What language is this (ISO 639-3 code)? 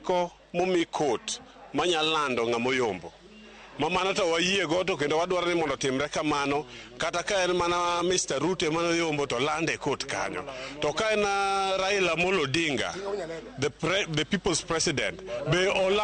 luo